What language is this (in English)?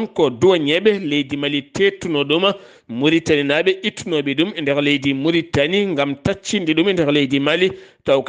Fula